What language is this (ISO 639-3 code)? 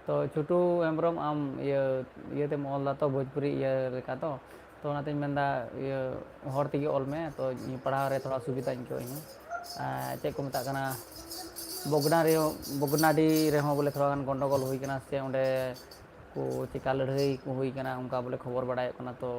sat